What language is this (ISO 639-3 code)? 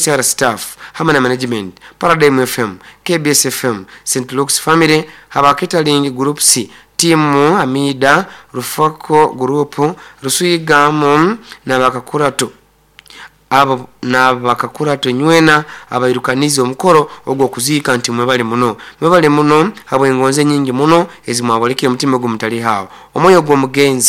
nyo